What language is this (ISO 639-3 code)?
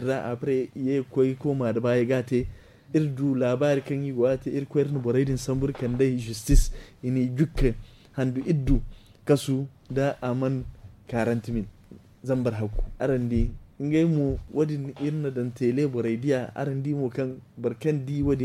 dje